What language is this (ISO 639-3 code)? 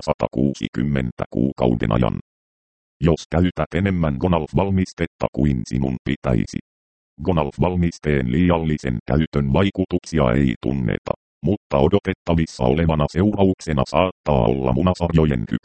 fin